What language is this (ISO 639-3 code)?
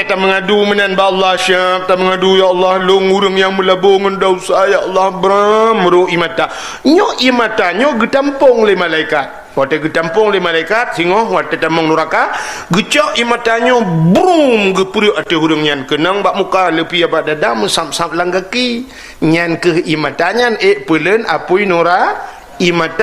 ace